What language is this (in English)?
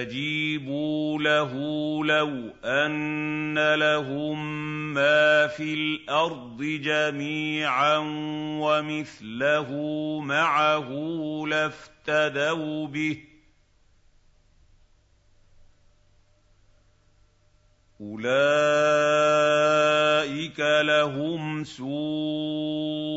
Arabic